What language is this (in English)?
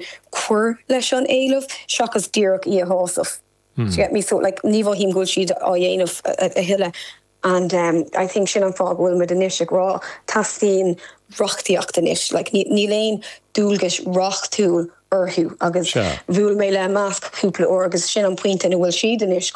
Irish